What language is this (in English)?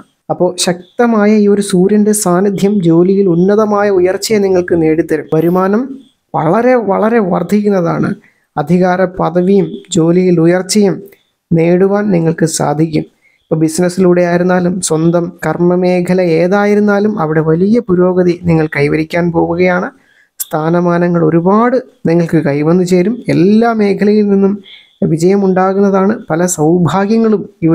Malayalam